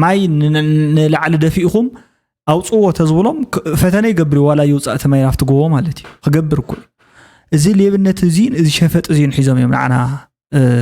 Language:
Tigrinya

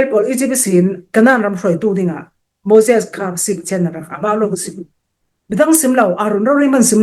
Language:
Falam Chin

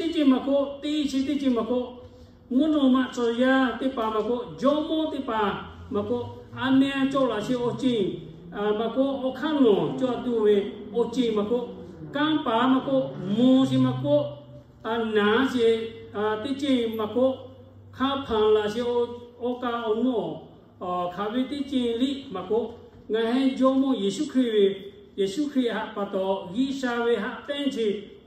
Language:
Lahu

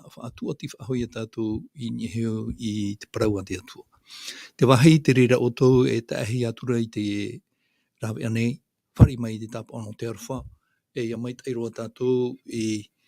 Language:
Tahitian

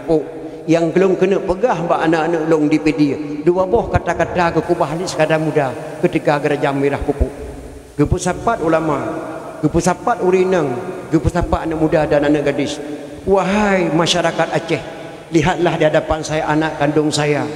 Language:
Achinese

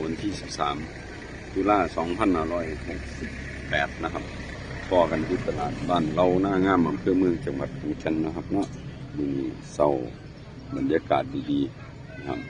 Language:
Northeastern Thai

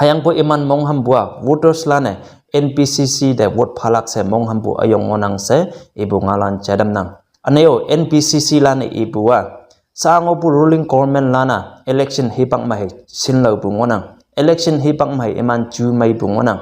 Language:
Konyak Naga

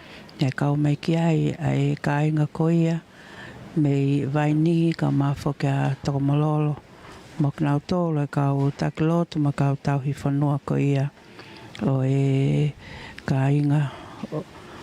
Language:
Tongan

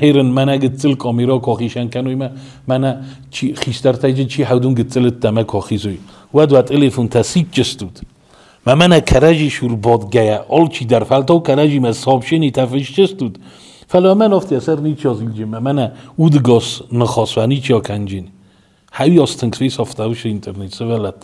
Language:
Ossetic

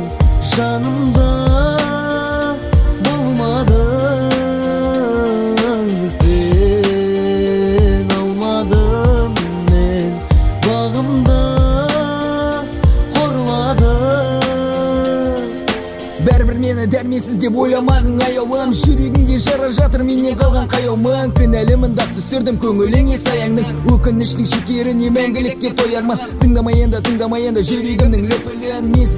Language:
Kazakh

